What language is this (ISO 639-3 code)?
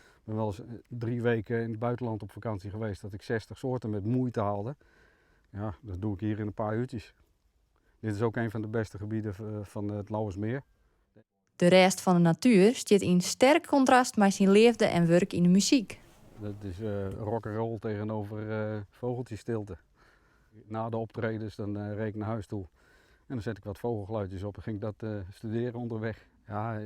fry